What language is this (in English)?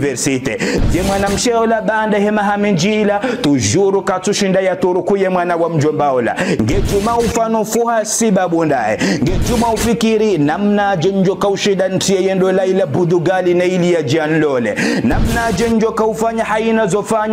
Ngazidja Comorian